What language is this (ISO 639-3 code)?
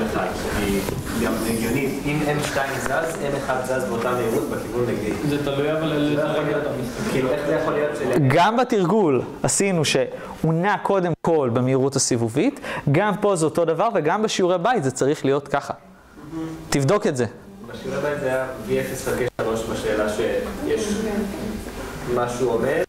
heb